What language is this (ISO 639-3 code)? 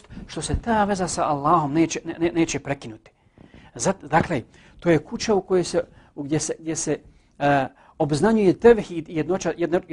bos